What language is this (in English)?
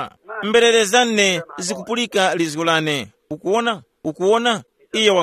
Tumbuka